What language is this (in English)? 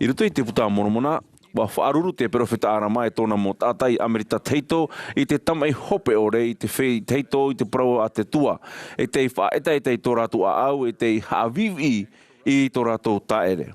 Tahitian